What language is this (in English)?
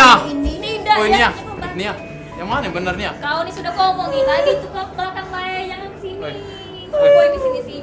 Musi